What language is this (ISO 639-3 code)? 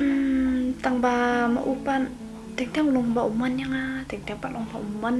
kha